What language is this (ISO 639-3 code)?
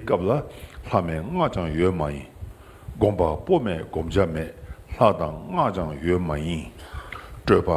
bod